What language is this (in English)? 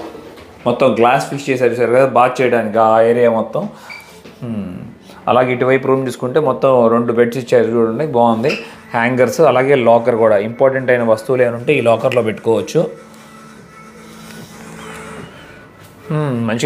Telugu